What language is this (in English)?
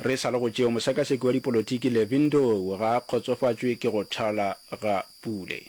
Northern Sotho